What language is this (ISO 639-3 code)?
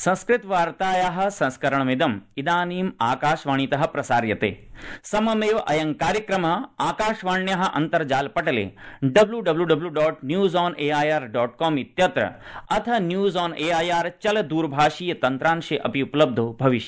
san